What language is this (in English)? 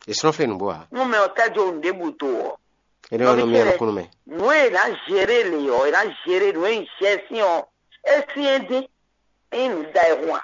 Fon